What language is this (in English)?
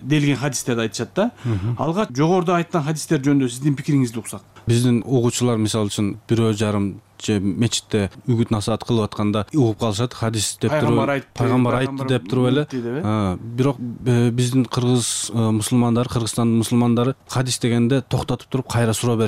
Kyrgyz